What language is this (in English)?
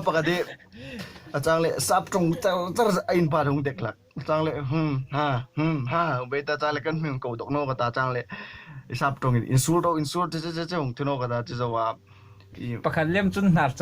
Hmar